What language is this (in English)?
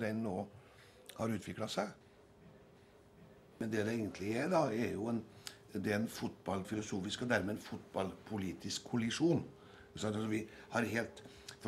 Norwegian